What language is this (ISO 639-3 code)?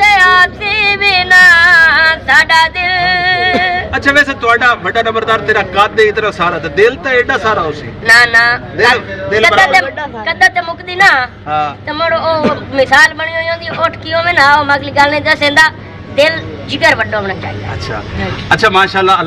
skr